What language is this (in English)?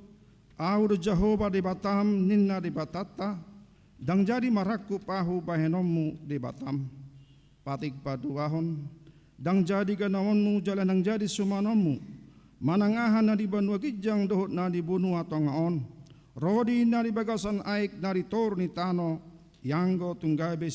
Batak Toba